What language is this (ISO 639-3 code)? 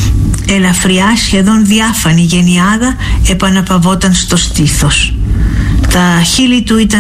ell